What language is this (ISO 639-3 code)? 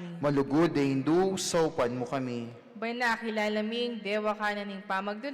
pam